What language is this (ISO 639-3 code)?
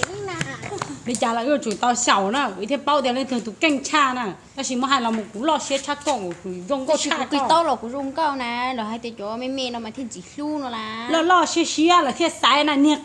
hmn